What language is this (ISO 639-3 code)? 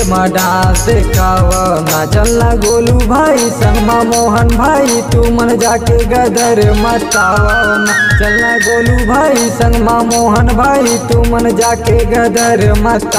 hne